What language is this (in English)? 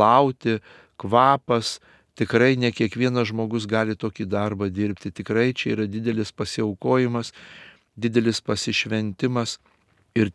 Lithuanian